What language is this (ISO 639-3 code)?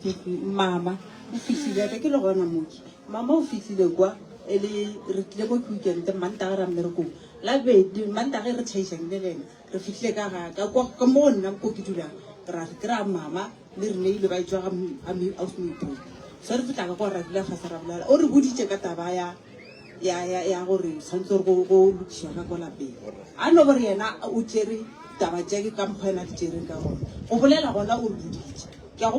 nso